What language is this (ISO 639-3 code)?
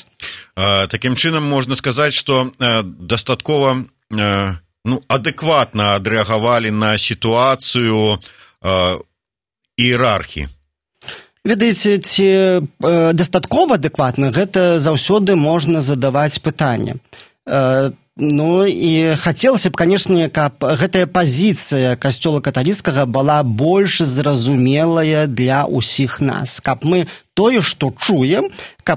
bel